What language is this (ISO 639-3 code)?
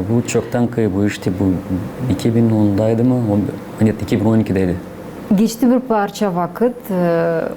gag